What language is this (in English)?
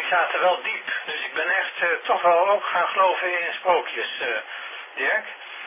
Dutch